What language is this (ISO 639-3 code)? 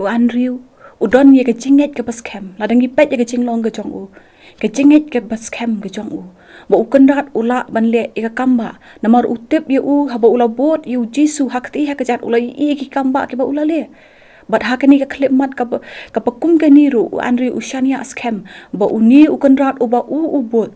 kha